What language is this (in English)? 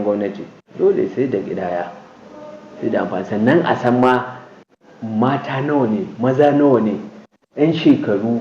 Hausa